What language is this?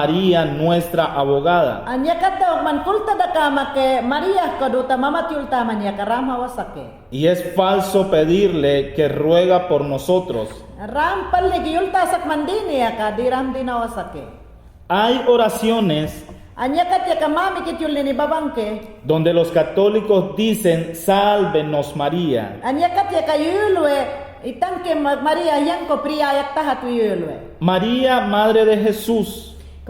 Mayangna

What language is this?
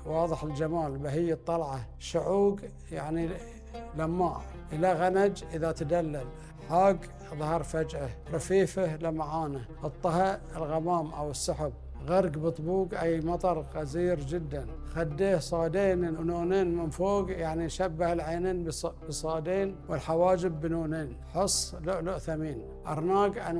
Gulf Arabic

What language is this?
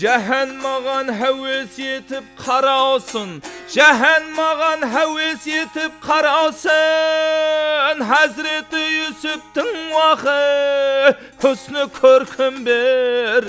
Kara-Kalpak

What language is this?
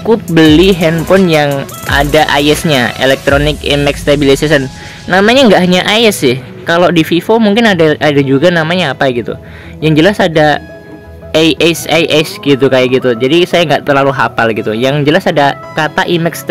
Indonesian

